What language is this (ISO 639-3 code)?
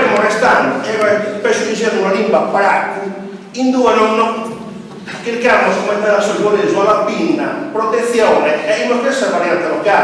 srd